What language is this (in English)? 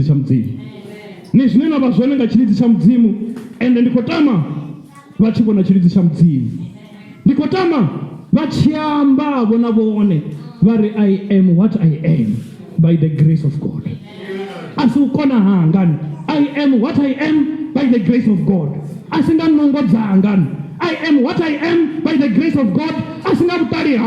Venda